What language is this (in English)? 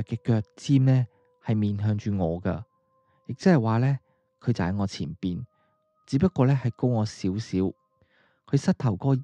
Cantonese